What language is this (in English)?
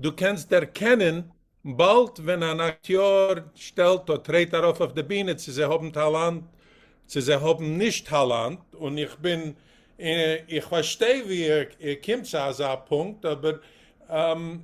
Yiddish